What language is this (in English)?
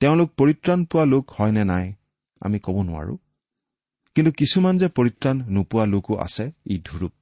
Assamese